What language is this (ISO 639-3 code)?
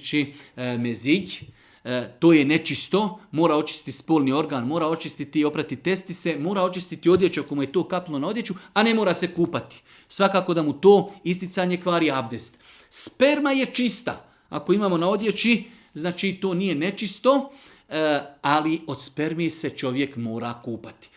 bos